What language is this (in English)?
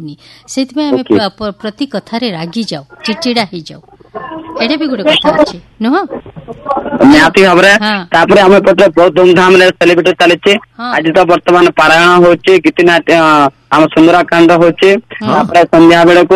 Odia